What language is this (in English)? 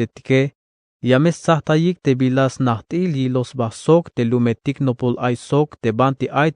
Tzeltal